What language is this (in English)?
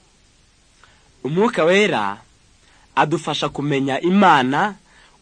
Kinyarwanda